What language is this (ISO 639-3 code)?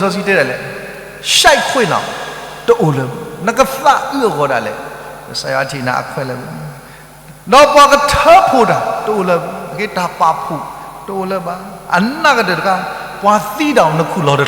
ksw